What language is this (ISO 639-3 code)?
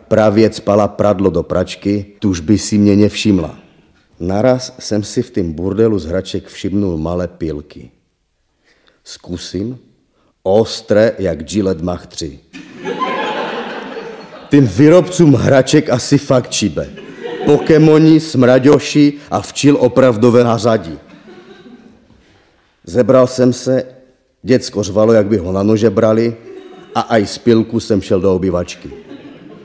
ces